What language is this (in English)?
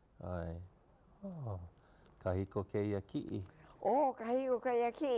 Hawaiian